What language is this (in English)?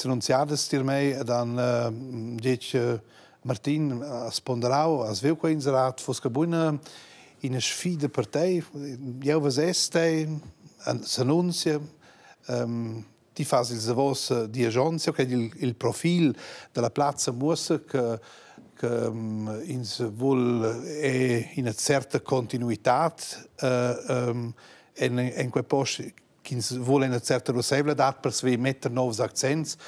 Romansh